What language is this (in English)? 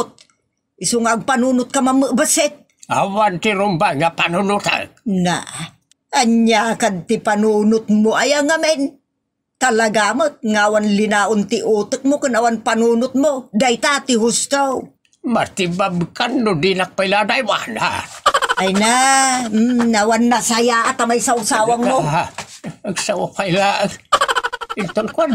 Iloko